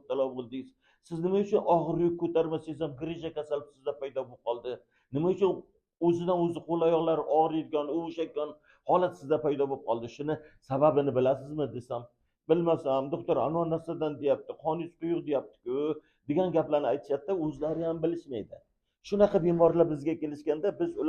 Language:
Uzbek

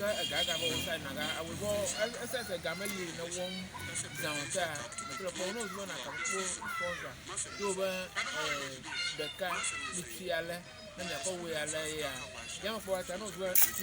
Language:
Ewe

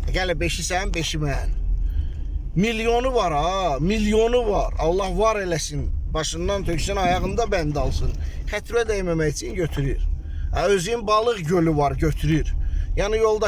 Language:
Azerbaijani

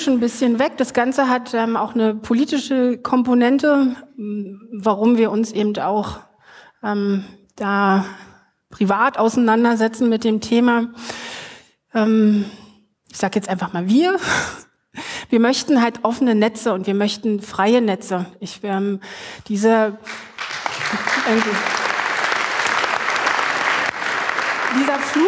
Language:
German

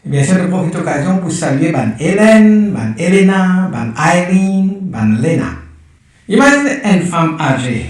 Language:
Morisyen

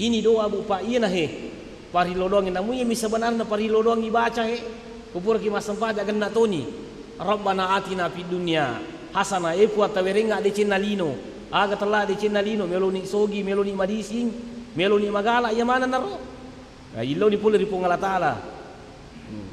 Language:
Buginese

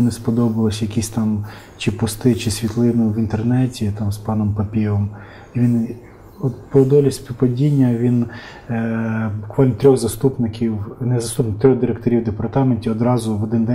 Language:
Ukrainian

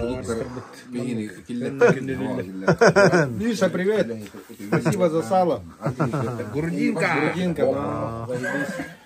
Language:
Yakut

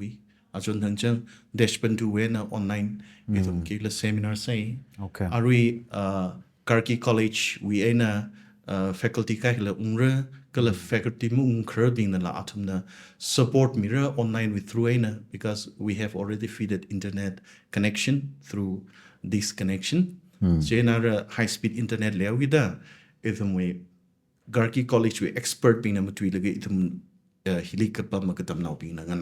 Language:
Tangkhul Naga (India)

